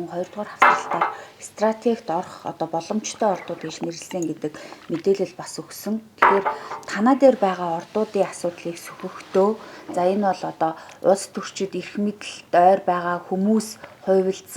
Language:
Mongolian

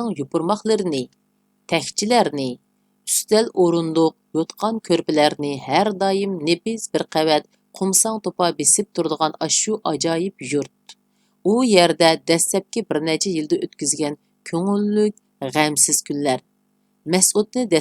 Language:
Uyghur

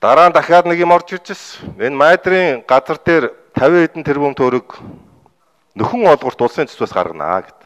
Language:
Mongolian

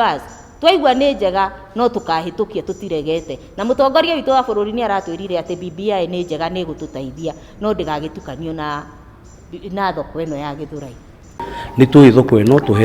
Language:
Kikuyu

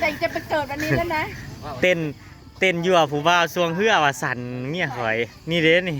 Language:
Northeastern Thai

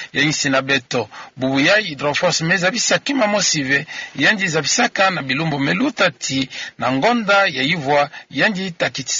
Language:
Kituba (Democratic Republic of Congo)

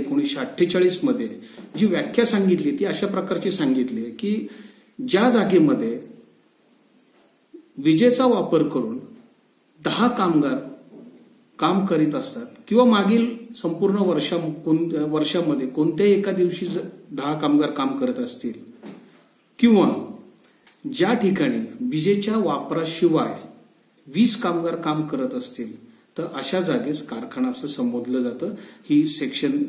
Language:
Marathi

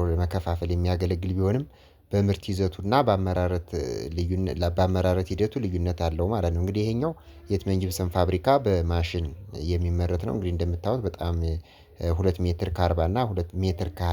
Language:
Amharic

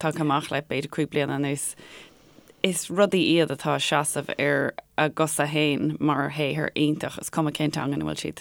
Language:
Irish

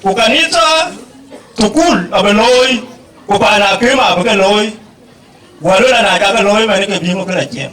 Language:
Dinka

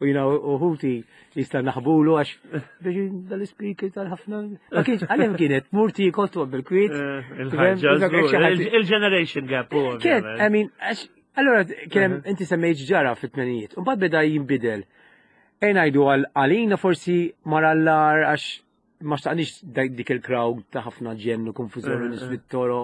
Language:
Maltese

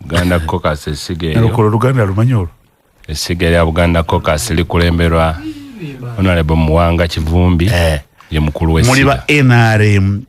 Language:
Ganda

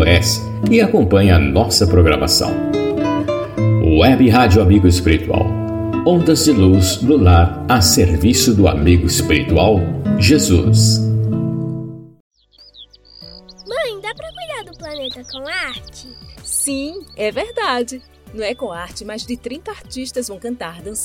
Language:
Portuguese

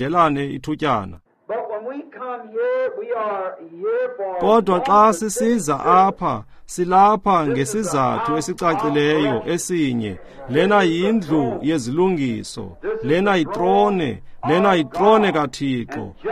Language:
Xhosa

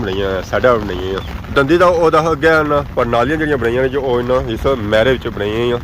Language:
Pahari-Potwari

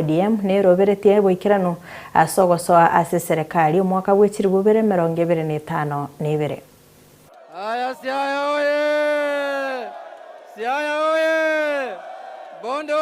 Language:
Gusii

